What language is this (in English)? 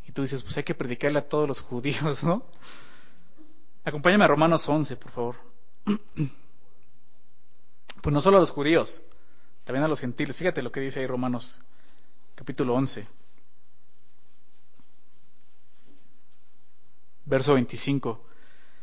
Spanish